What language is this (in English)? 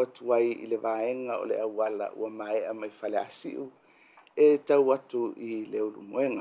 Samoan